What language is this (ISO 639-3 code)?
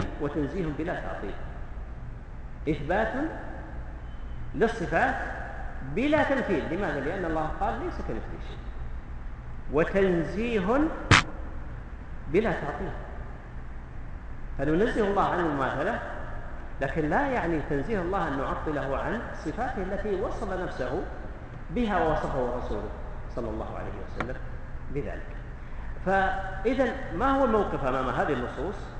ara